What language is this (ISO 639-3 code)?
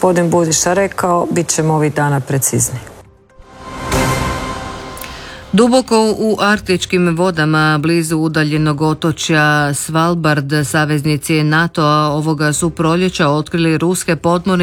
hrv